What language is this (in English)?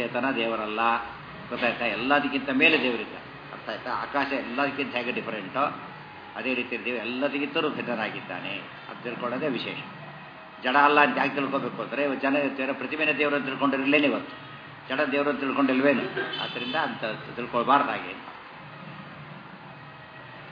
Kannada